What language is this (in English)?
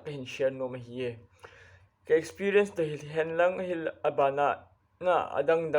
Thado Chin